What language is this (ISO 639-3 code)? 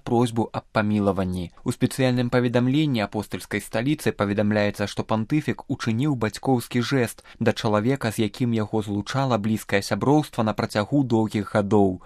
bel